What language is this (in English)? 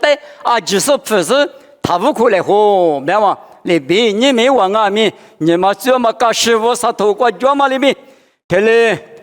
Lisu